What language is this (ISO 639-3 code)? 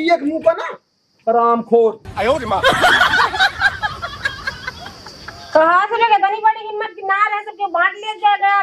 awa